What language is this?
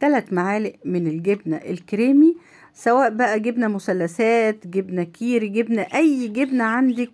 Egyptian Arabic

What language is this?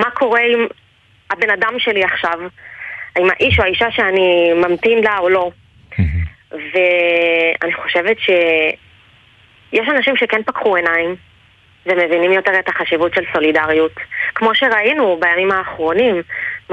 Hebrew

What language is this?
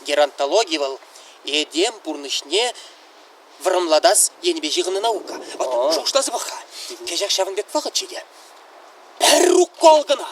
Chuvash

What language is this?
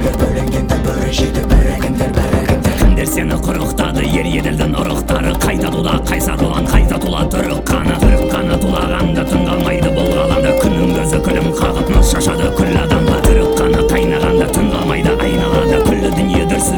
Kazakh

